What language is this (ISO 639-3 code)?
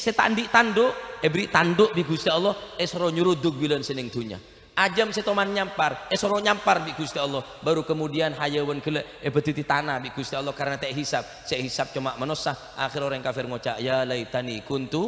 mad